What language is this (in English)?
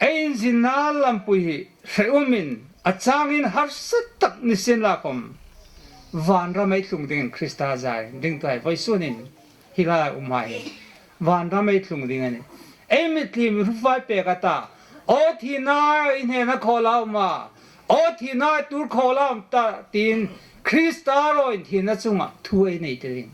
Hmar